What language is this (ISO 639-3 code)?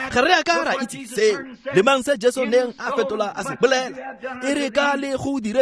tsn